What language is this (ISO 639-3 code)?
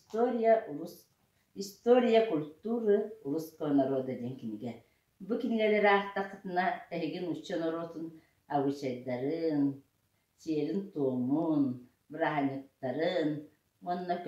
sah